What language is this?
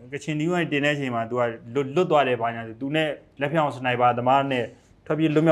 Burmese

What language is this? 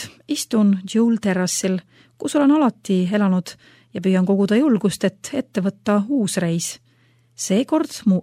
Estonian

